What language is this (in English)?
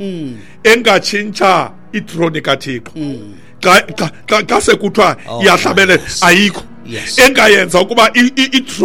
Xhosa